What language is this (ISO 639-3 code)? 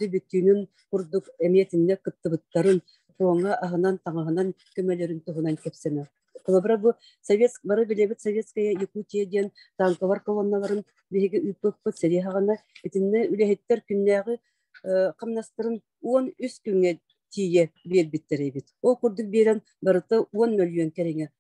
sah